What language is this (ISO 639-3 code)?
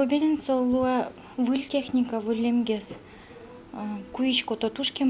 udm